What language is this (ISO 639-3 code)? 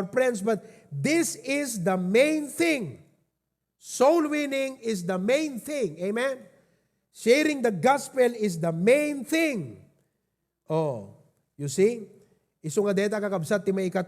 ilo